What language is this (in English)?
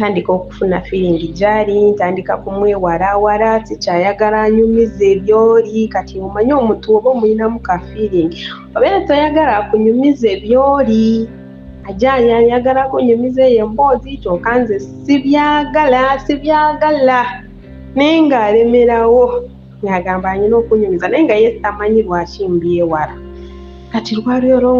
Ganda